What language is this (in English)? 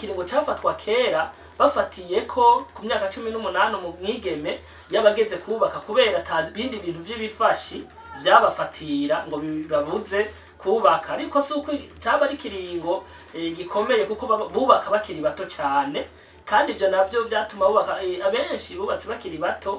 Rundi